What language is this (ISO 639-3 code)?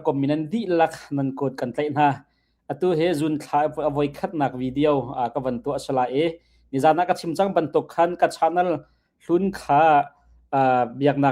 cnh